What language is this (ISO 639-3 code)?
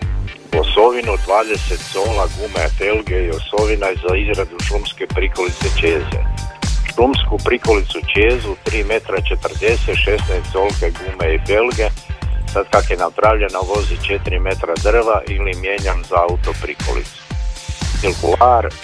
hrv